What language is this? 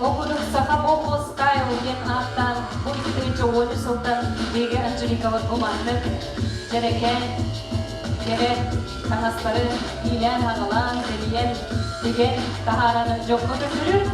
Yakut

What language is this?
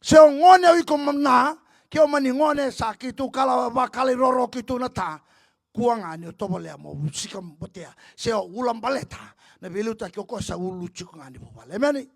Fijian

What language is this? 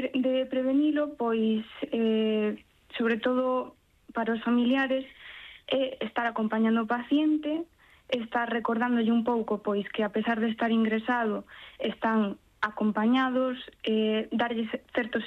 Galician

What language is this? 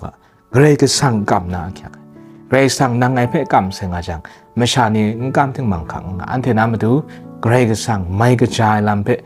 Kachin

